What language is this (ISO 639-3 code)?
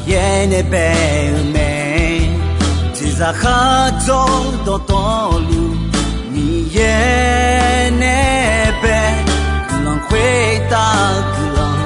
ahk